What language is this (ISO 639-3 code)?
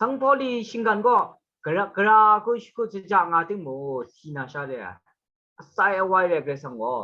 kac